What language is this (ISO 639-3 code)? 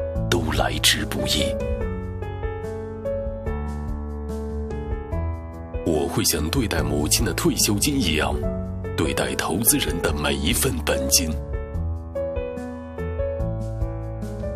zho